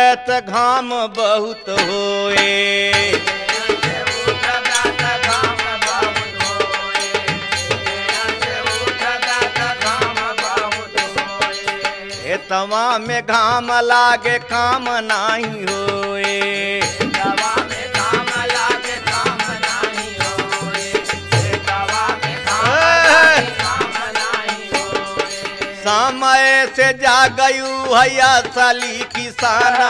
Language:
Bhojpuri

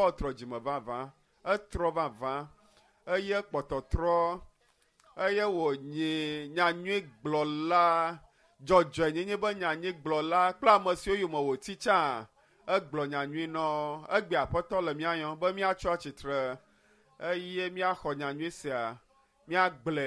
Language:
Ewe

